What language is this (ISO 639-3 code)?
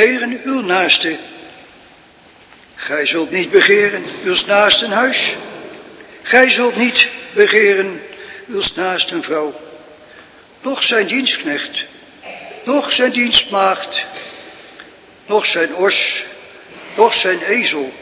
nld